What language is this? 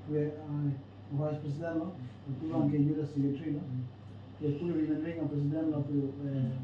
Karbi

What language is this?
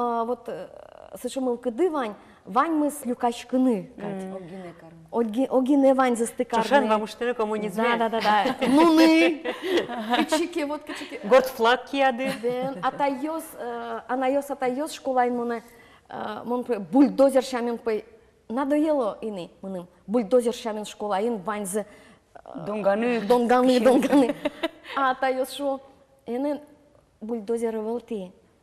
Udmurt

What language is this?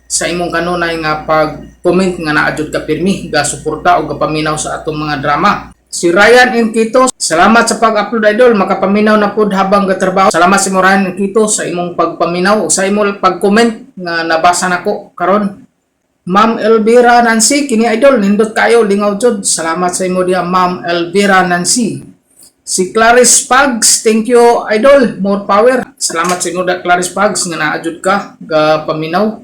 Cebuano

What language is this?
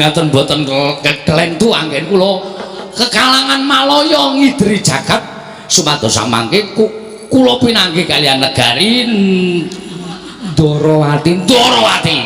Javanese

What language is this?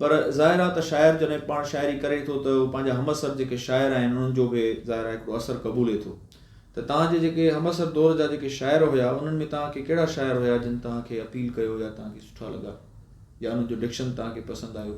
Sindhi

